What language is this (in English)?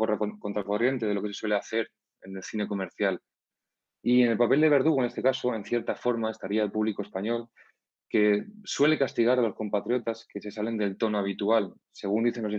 Spanish